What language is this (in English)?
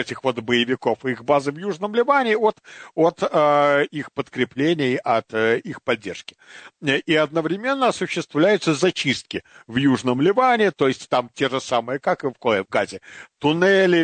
Russian